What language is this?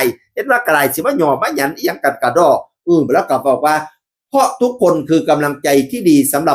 Northeastern Thai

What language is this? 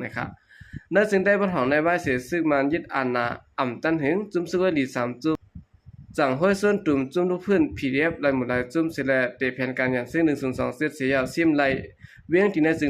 Shan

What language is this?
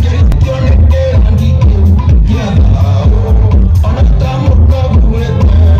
Kikuyu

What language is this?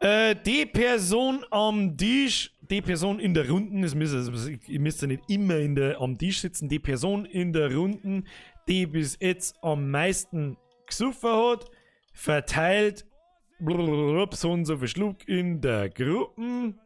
Bavarian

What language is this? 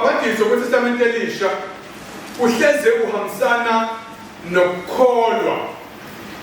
Zulu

